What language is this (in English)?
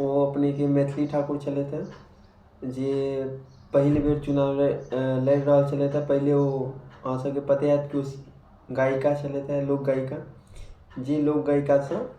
Maithili